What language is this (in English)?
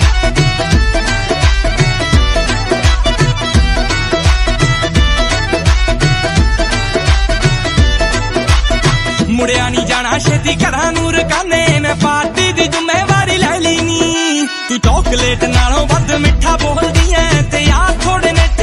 Punjabi